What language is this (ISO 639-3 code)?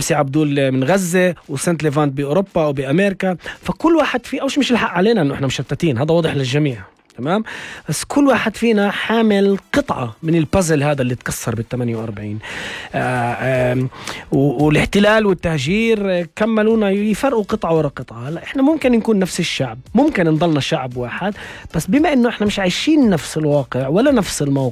apc